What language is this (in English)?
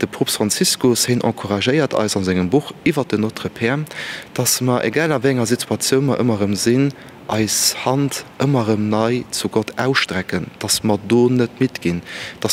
Luxembourgish